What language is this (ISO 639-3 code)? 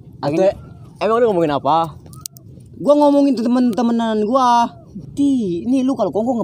bew